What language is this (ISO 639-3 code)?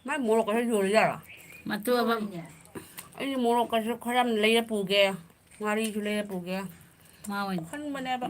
mni